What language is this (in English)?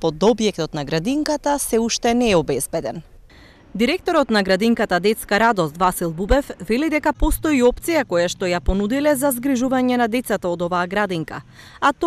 Macedonian